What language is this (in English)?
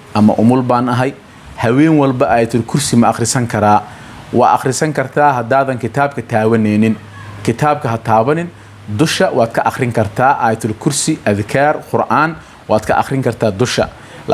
Somali